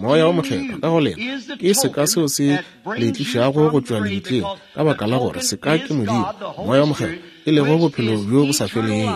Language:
Northern Sotho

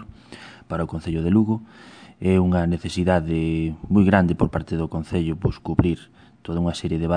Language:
Galician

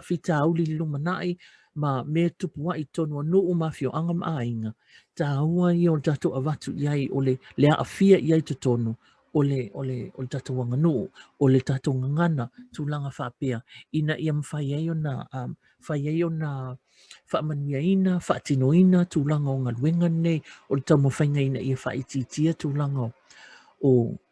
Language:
Samoan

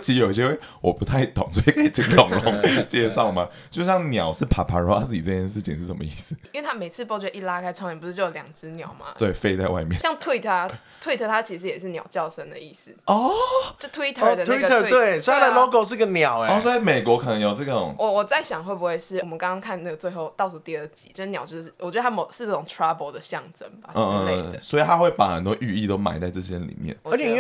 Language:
Chinese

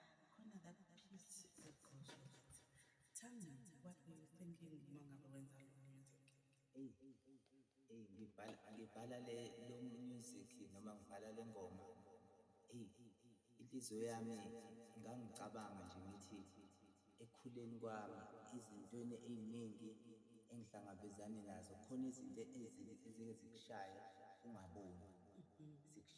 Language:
Zulu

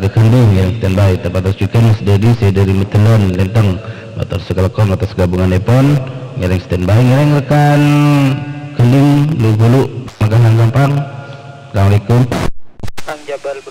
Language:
Madurese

